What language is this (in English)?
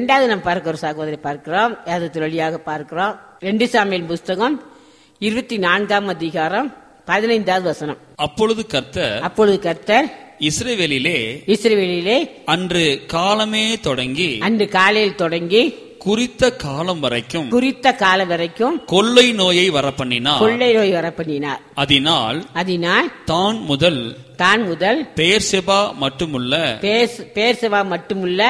Tamil